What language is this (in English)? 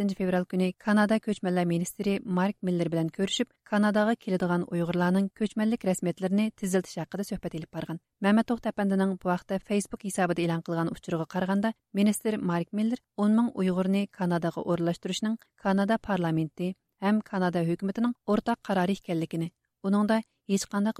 Uyghur